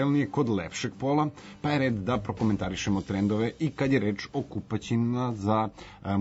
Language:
Serbian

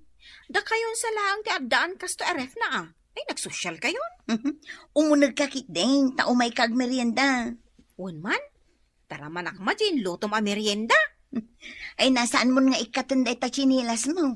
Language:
Iloko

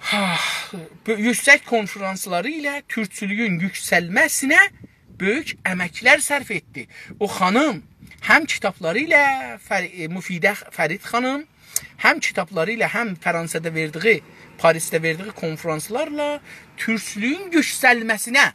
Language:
South Azerbaijani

